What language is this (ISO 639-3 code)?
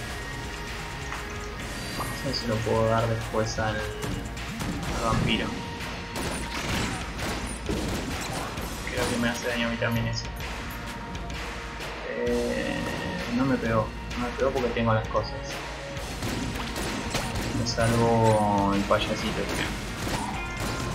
spa